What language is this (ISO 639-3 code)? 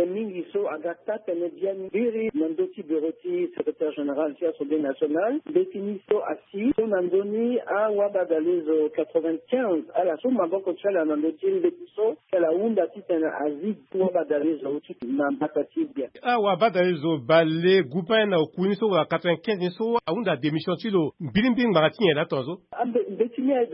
sag